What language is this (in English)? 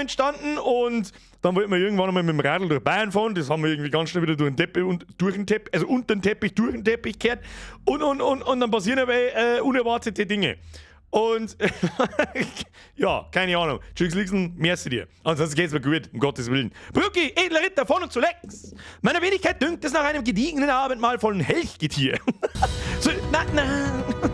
Bavarian